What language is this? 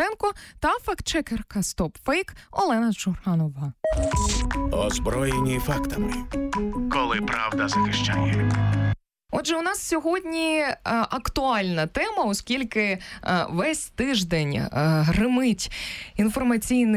Ukrainian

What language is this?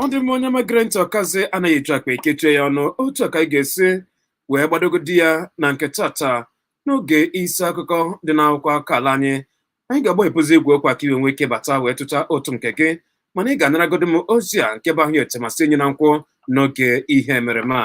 Igbo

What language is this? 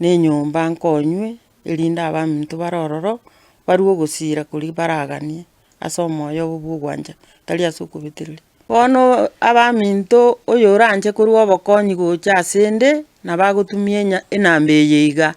Gusii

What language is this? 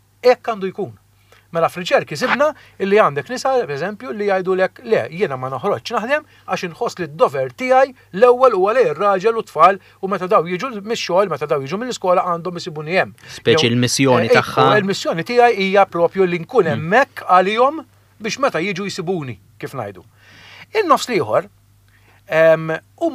Maltese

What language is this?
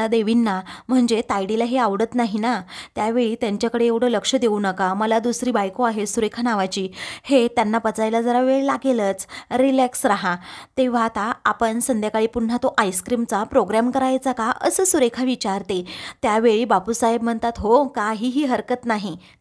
Marathi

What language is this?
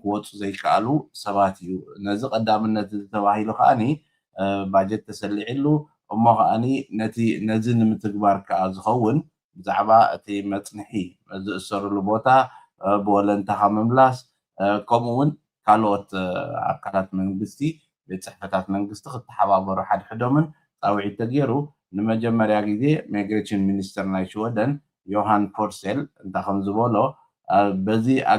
Tigrinya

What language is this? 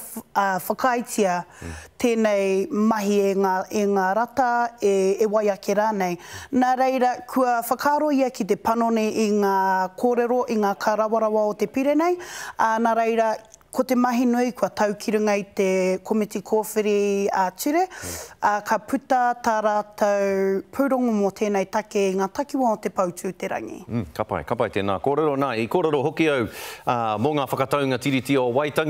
Māori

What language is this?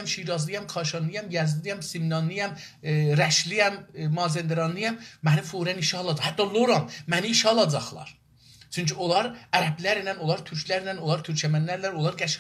South Azerbaijani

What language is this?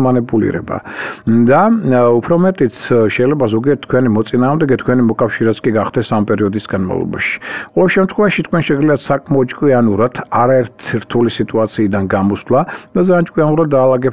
Georgian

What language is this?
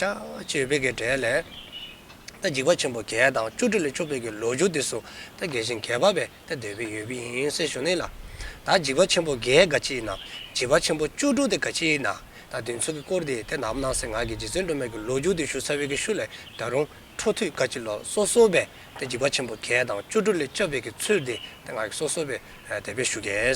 Dzongkha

